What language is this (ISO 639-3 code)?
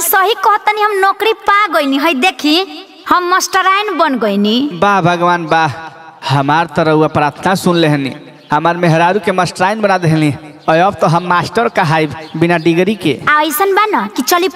bho